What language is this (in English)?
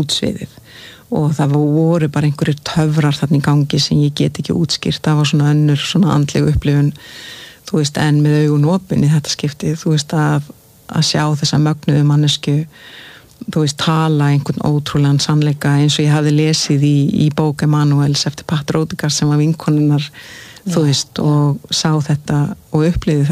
Icelandic